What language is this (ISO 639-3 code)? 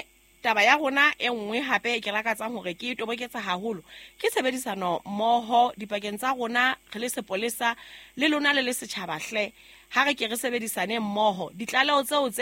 sot